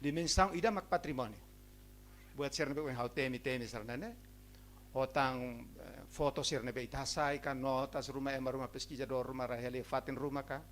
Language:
Tetum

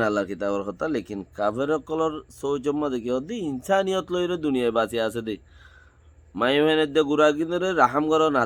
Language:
Rohingya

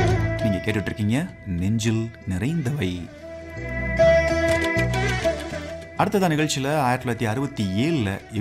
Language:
Tamil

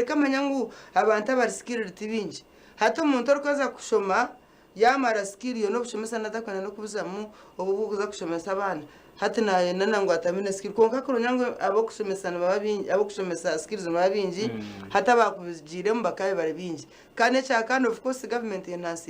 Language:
Nyankole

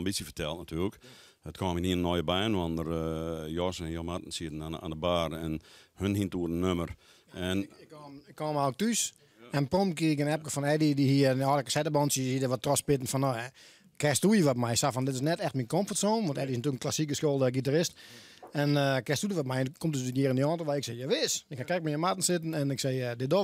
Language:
Western Frisian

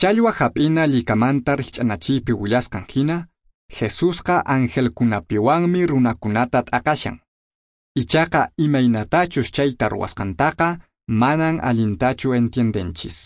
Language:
Quechua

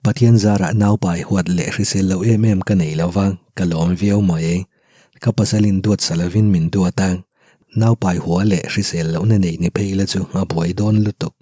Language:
Mizo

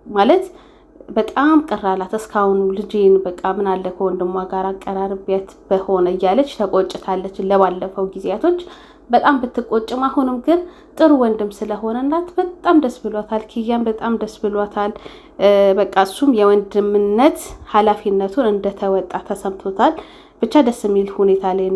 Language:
Amharic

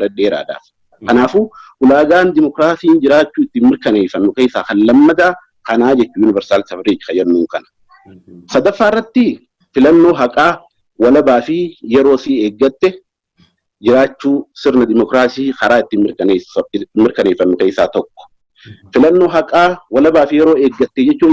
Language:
Oromo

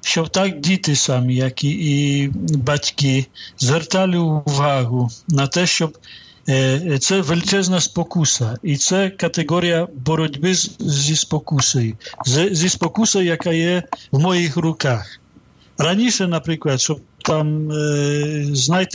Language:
Ukrainian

